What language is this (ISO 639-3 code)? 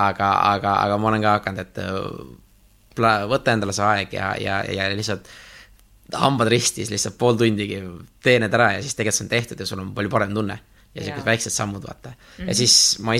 est